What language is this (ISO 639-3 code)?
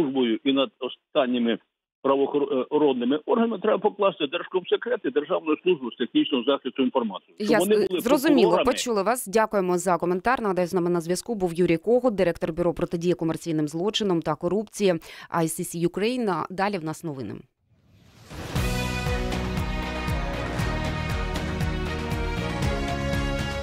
ukr